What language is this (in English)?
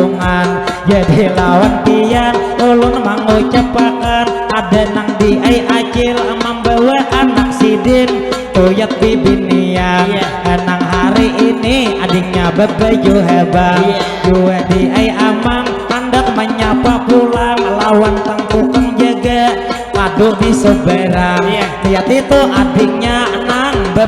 Banjar